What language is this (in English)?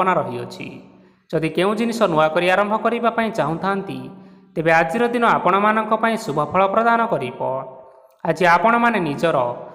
Odia